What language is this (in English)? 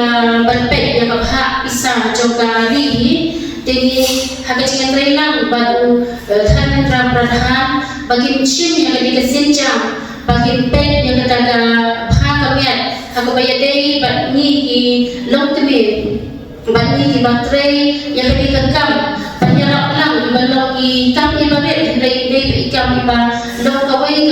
Khasi